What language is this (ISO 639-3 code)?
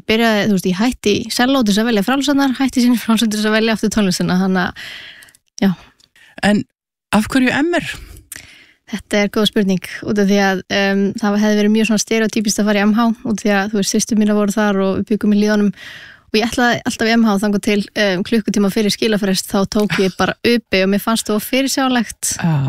isl